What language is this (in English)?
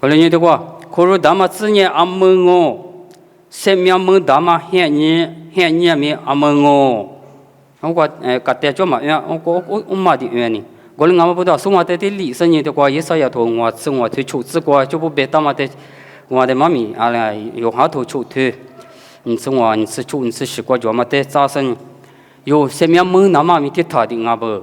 Lisu